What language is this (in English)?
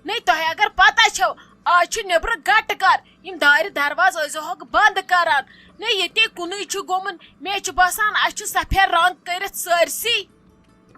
Kashmiri